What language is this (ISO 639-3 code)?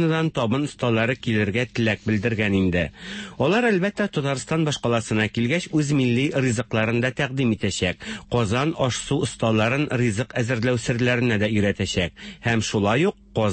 tat